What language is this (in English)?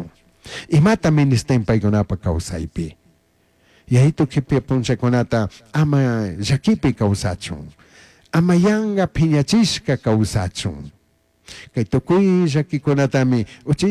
Chimborazo Highland Quichua